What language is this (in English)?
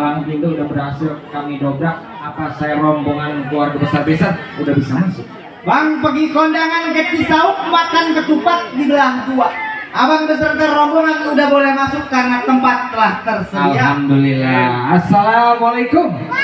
Betawi